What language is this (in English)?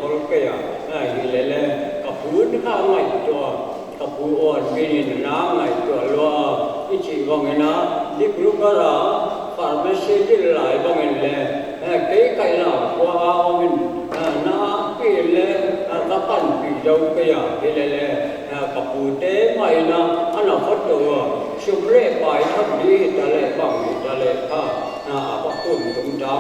Paite Chin